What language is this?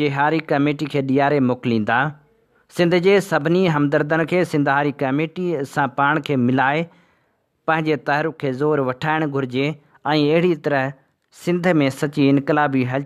Sindhi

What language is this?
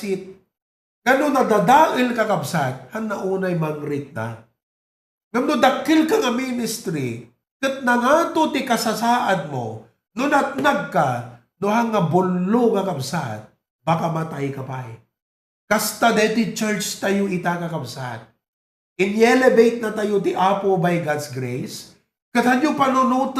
Iloko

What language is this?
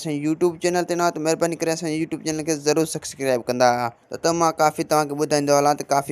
Sindhi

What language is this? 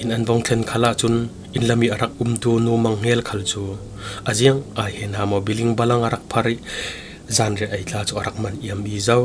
Falam Chin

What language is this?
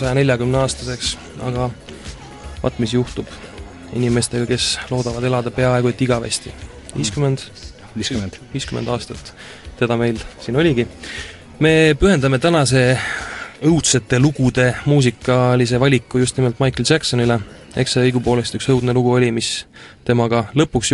Estonian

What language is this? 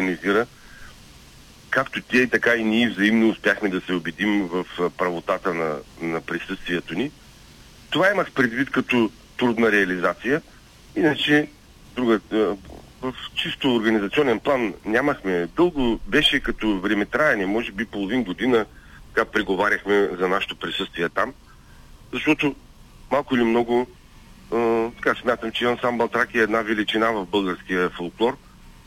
Bulgarian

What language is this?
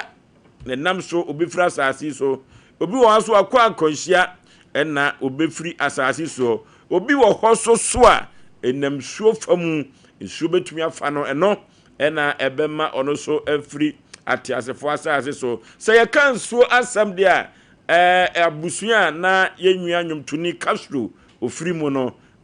Akan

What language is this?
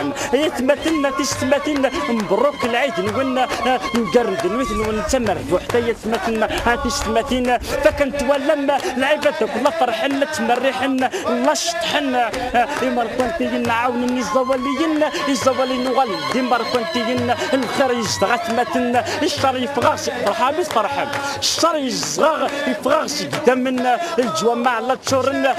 Kabyle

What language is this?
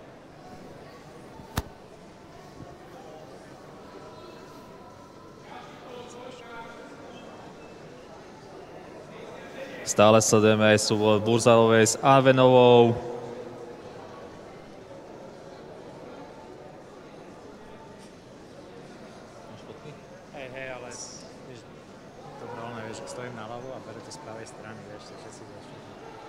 Slovak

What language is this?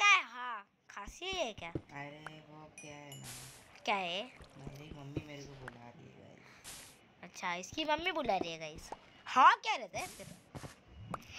Hindi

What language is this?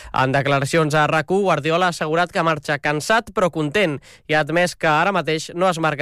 Catalan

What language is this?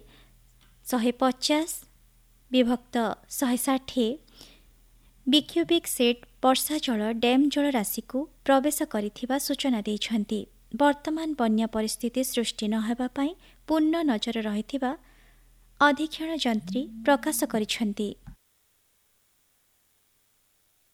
Odia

